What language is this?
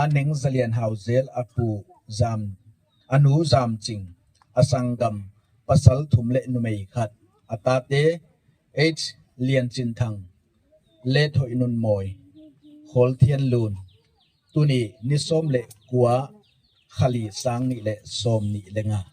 Gangte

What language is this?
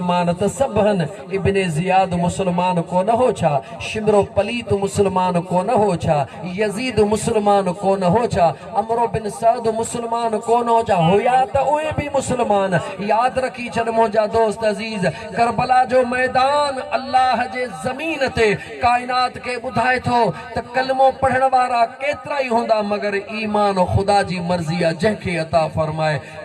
Sindhi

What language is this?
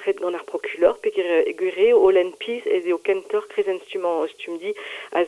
Breton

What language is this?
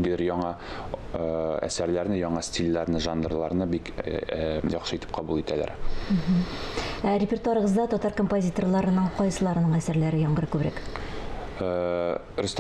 Tatar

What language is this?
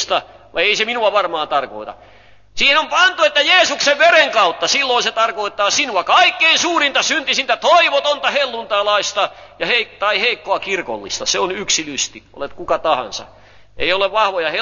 Finnish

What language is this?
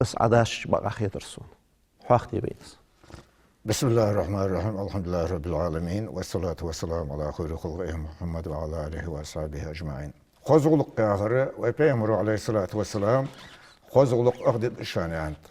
Ingush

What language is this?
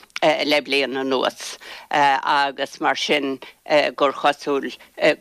Irish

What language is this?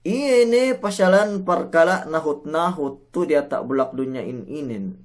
Yakan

